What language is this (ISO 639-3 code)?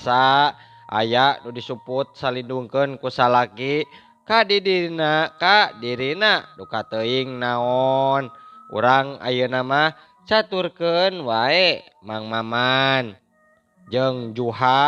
sun